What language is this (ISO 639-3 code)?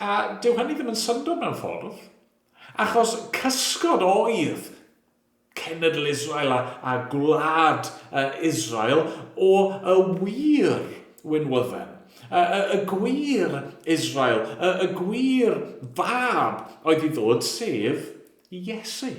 cym